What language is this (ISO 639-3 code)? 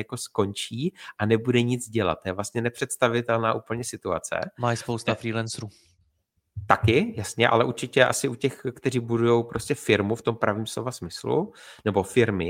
ces